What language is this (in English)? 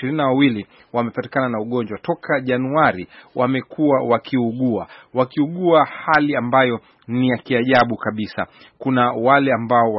Swahili